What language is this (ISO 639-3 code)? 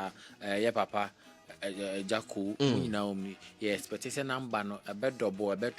aka